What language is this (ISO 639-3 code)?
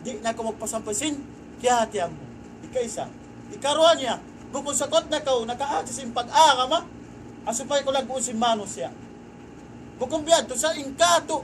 tsg